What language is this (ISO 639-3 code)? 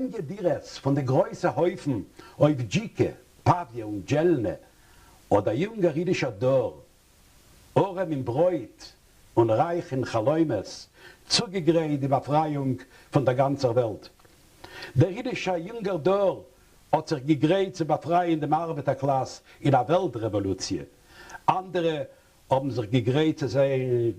yid